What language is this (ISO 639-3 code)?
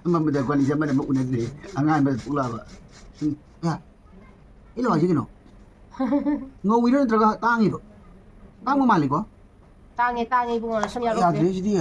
mni